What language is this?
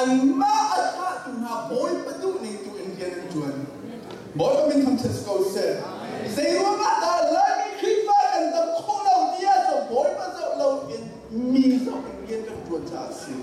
Hakha Chin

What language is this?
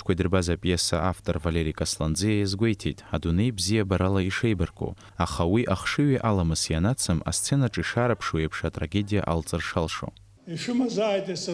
Abkhazian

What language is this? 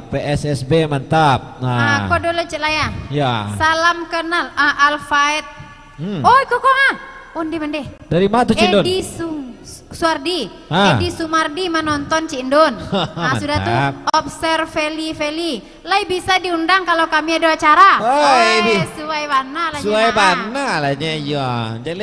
Minangkabau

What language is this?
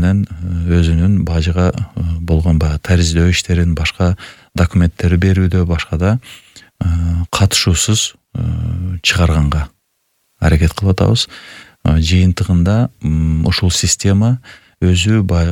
Kyrgyz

